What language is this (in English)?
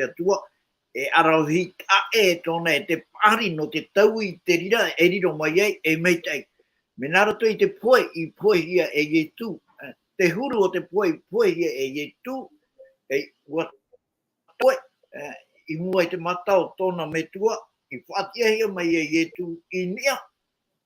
Tahitian